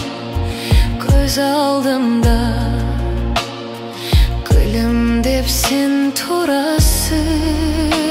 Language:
Kazakh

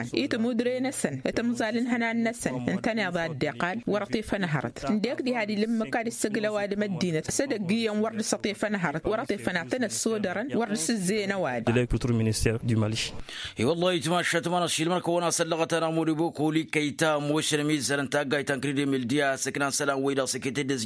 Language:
Tamasheq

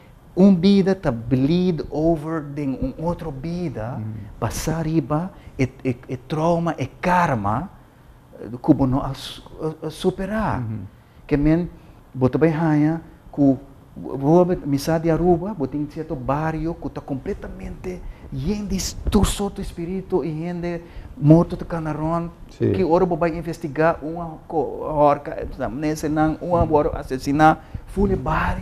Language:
Papiamento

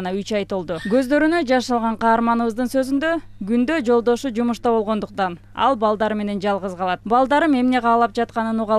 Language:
Kyrgyz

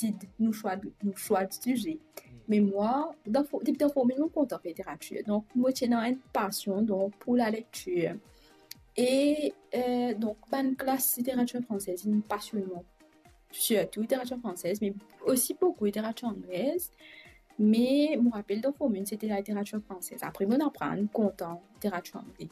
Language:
Morisyen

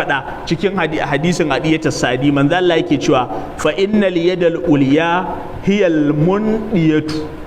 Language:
Hausa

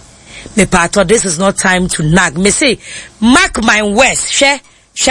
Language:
Akan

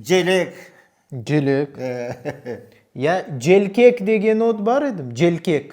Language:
Crimean Tatar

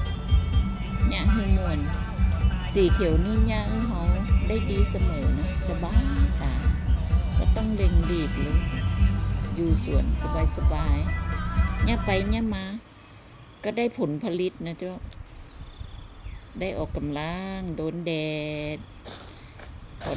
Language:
Lao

